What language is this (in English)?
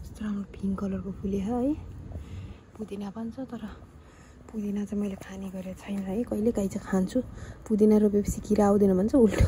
Nepali